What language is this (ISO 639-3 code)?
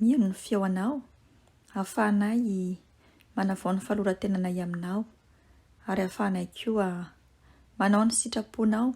mlg